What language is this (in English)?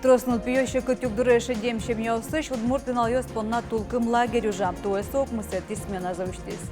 Udmurt